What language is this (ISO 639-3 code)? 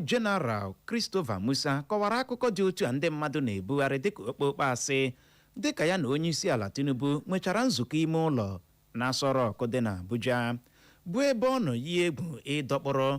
ibo